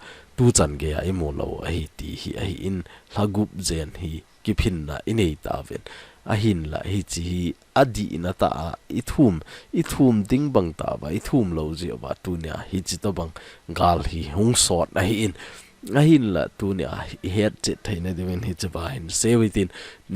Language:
Thado Chin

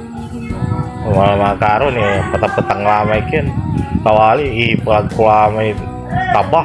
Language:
Pangasinan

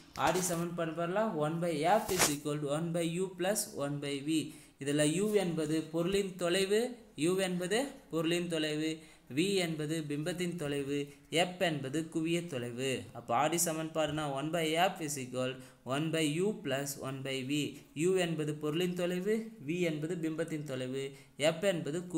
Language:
Tamil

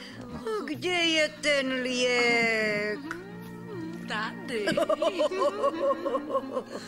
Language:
Slovak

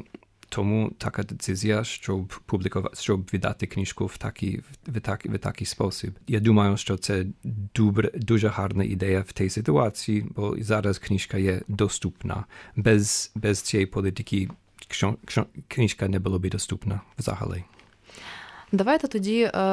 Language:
Ukrainian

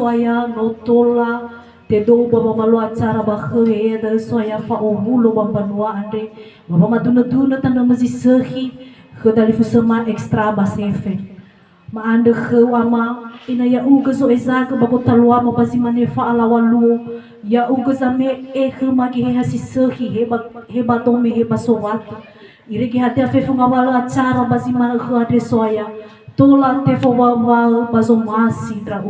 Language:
Nias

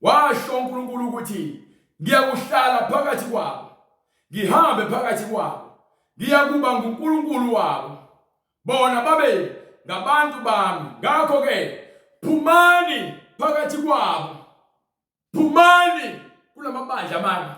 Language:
Zulu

